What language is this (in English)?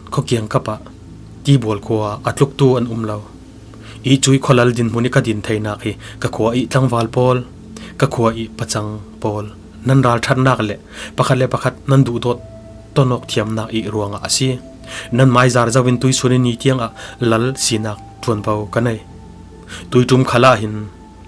Falam Chin